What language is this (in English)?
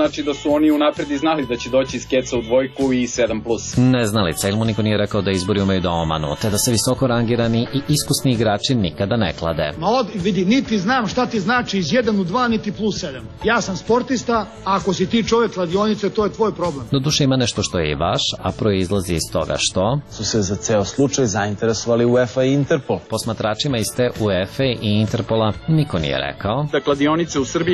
Serbian